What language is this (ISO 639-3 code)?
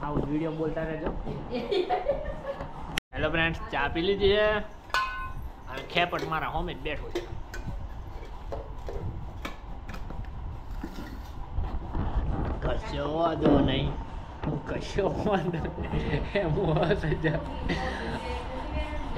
guj